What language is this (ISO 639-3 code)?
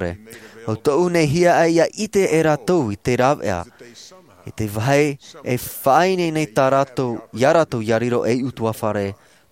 tah